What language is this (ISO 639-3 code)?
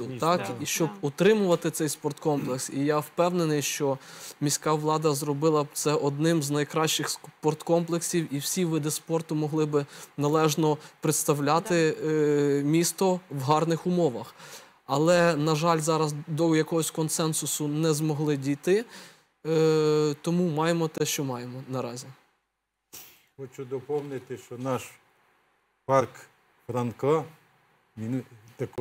ukr